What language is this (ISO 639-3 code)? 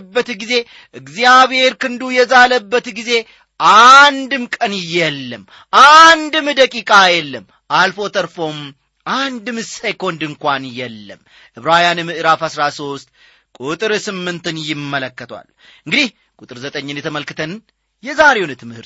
amh